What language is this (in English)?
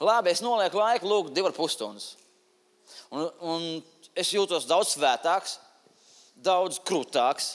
Latvian